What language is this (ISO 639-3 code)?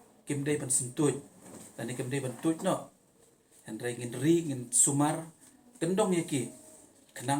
kha